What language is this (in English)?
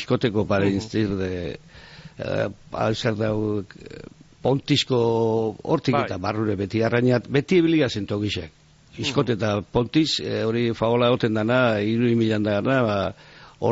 Basque